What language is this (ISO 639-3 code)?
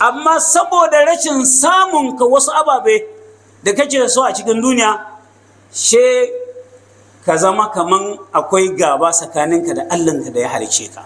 hau